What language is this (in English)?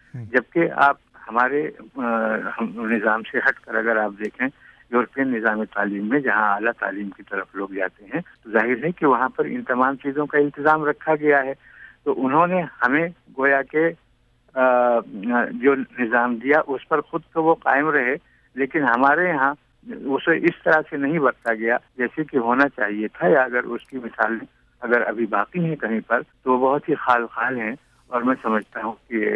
Urdu